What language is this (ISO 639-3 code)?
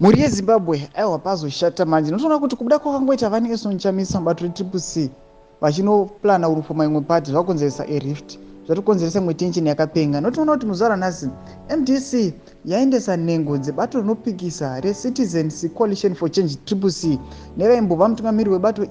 sna